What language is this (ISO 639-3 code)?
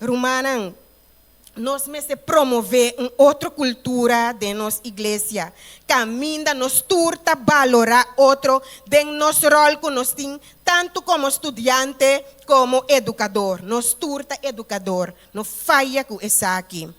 pap